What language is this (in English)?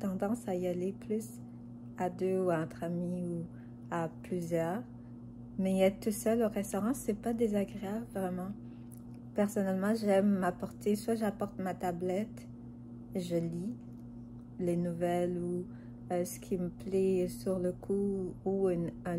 French